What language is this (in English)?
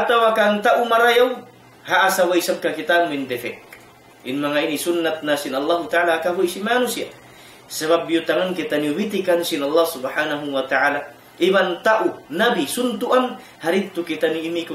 Tausug